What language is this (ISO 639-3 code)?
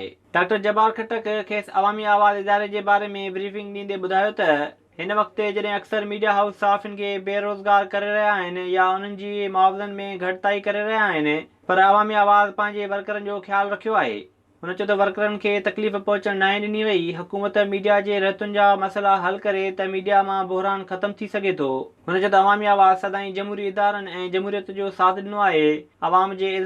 snd